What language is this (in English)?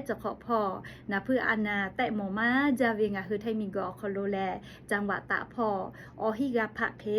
Lahu